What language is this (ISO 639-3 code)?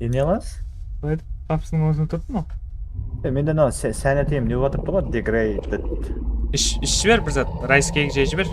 kaa